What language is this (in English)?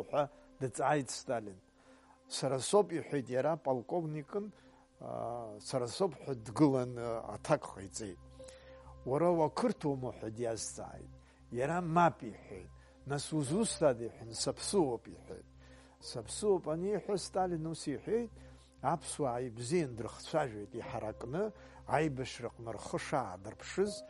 Abkhazian